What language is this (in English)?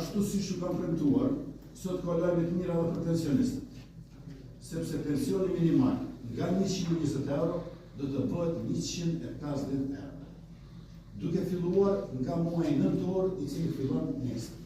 Albanian